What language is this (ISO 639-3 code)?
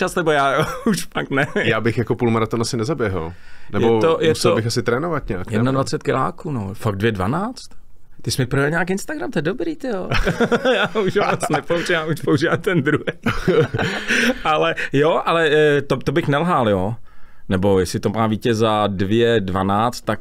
ces